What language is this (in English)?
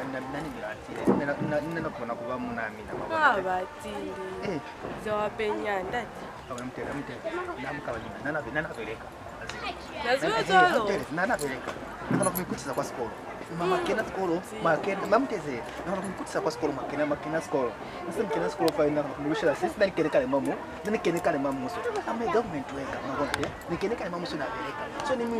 Lozi